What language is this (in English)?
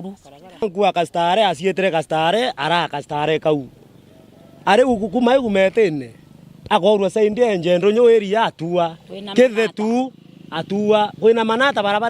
Meru